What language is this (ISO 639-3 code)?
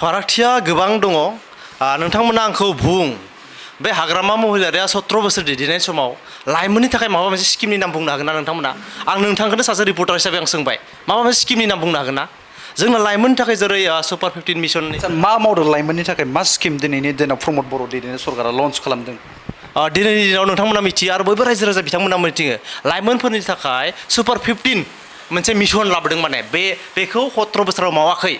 brx